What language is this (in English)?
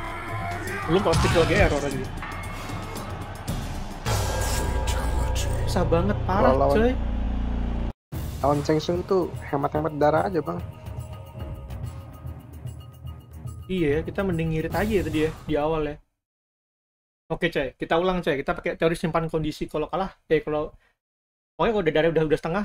Indonesian